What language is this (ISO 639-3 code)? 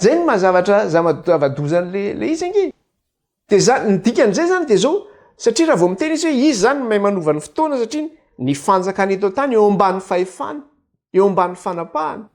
mlg